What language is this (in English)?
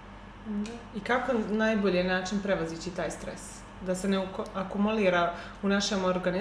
Serbian